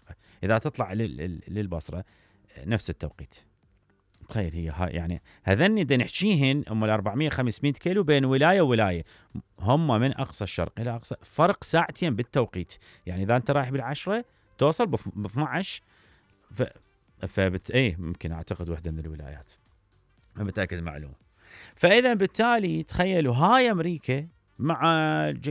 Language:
Mesopotamian Arabic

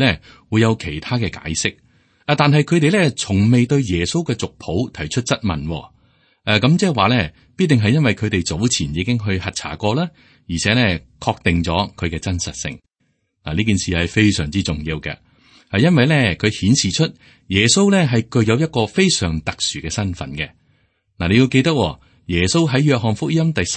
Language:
Cantonese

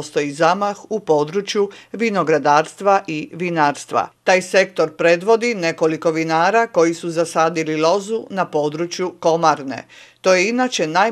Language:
Croatian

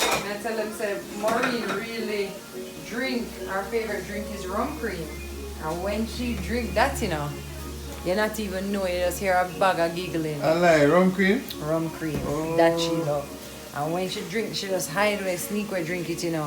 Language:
Jamaican Creole English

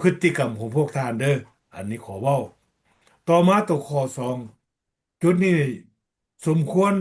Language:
Lao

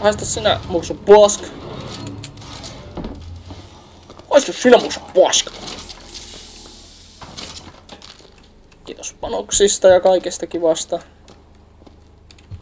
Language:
Finnish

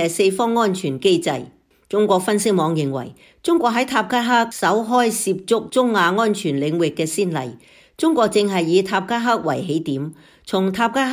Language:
Cantonese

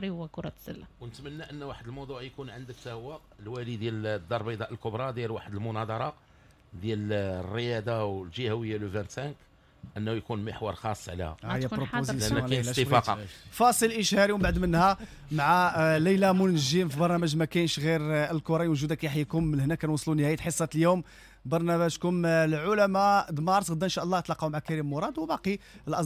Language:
Moroccan Arabic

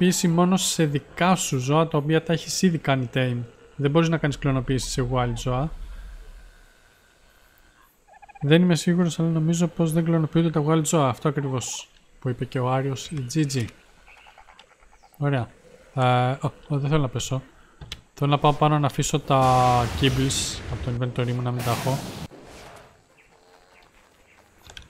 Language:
Greek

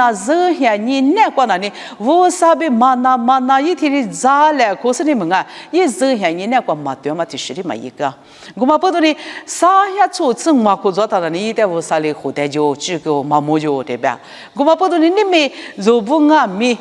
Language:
Lisu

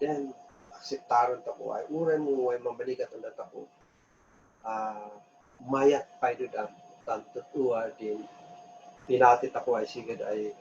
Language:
Kankanaey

